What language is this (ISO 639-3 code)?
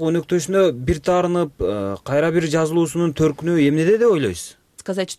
kir